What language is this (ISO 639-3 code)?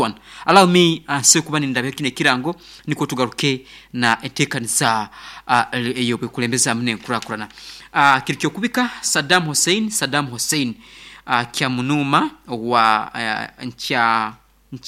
nyo